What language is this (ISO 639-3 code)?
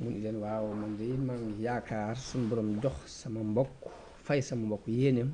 wol